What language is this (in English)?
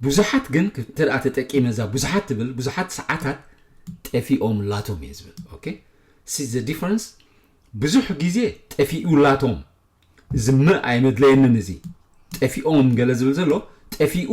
Tigrinya